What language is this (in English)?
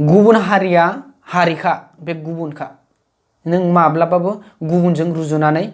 Bodo